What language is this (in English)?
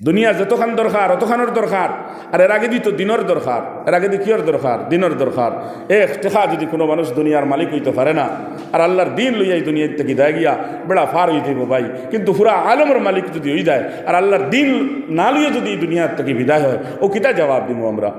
Sylheti